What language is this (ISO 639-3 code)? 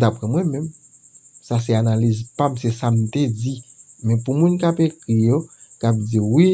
hat